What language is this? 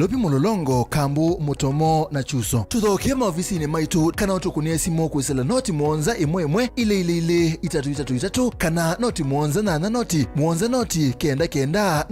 Kamba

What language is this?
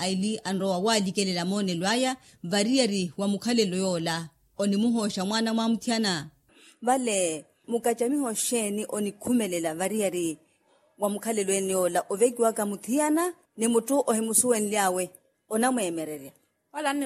Makhuwa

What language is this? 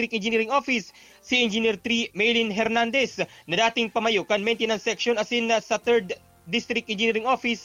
Bikol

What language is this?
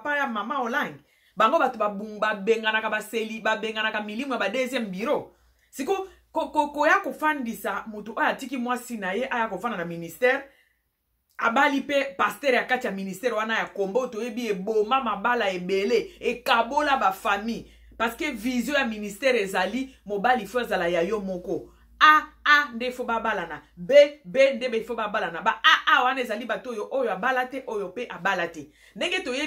Lingala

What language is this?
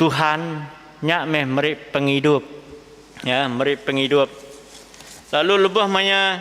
Iban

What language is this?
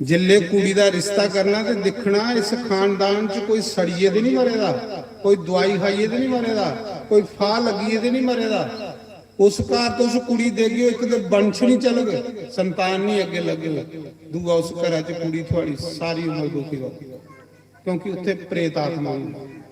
Dogri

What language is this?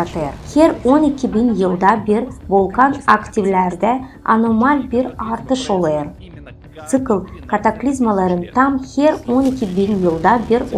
Gagauz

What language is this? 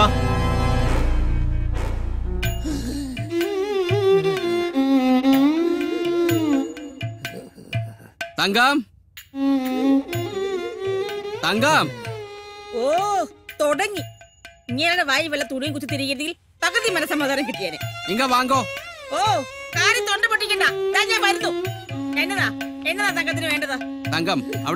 Malayalam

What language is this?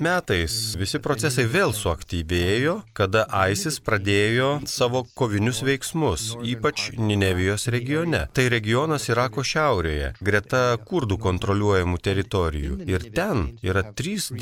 Lithuanian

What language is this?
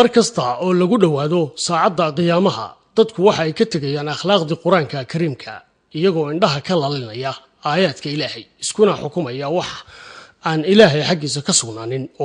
Somali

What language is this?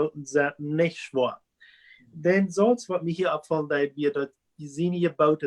Plautdietsch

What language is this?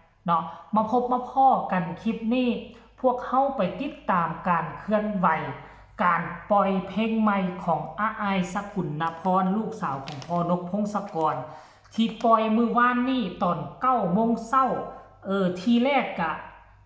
Northeastern Thai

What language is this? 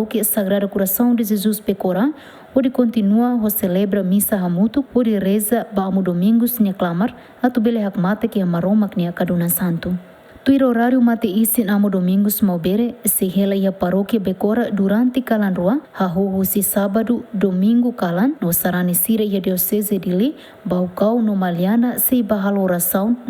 Tetum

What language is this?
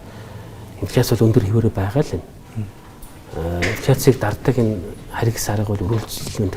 Mongolian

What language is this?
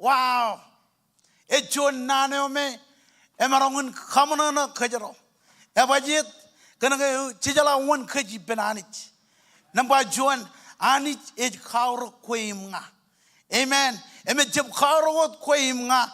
Marshallese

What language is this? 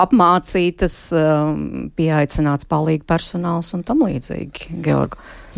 Latvian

